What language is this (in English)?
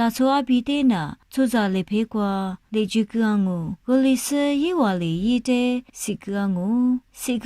Lisu